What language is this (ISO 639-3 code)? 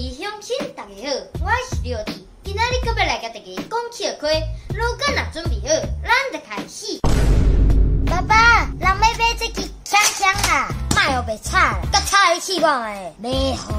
nan